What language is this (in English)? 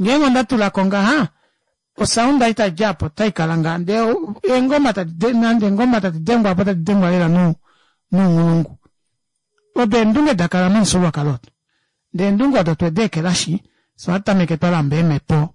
Kuanyama